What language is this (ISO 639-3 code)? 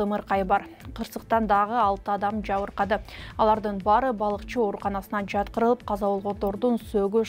kir